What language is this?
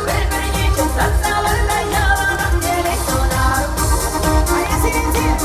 Chuvash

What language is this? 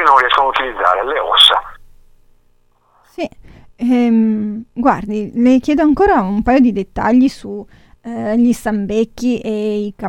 Italian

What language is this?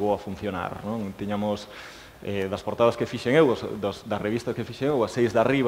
Galician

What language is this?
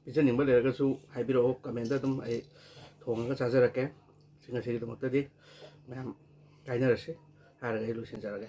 Manipuri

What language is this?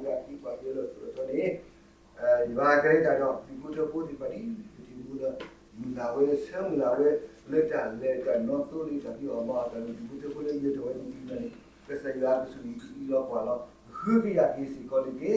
S'gaw Karen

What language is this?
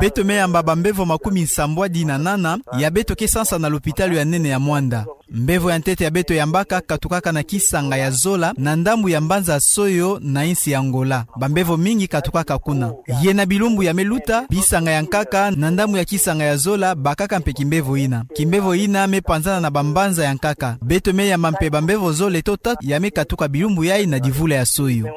Kituba (Democratic Republic of Congo)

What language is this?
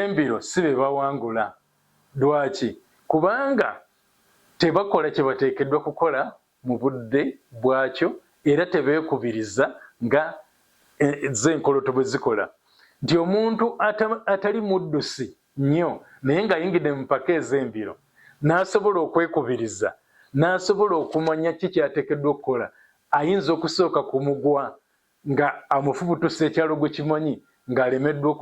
Ganda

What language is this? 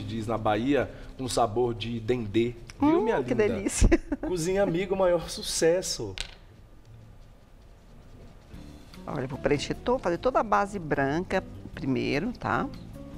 Portuguese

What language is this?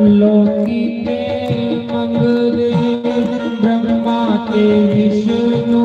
Dogri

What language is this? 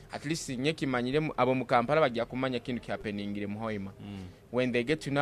Nyoro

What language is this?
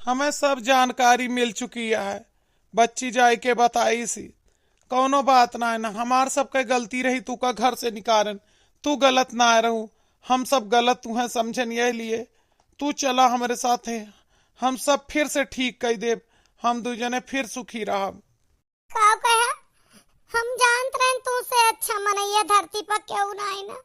Awadhi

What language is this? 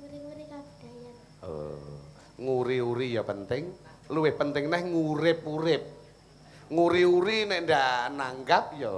Javanese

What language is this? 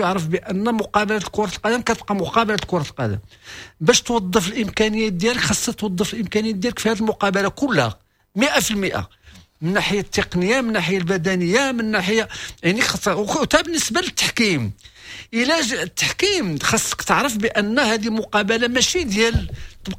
Moroccan Arabic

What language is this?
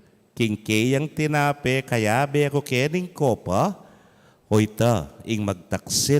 Pampanga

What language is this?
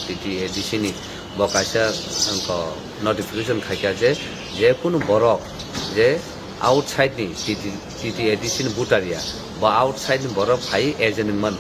Kok Borok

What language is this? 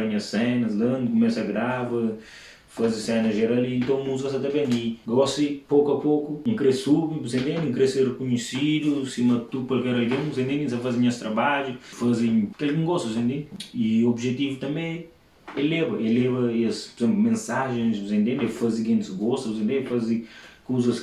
Kabuverdianu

